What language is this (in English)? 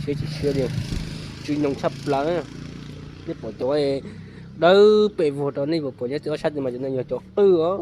Hmong